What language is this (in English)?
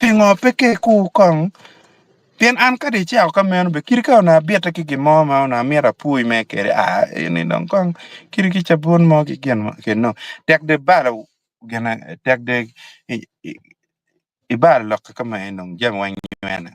Acoli